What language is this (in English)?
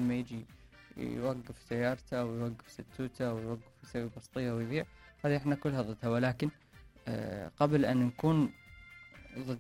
Mesopotamian Arabic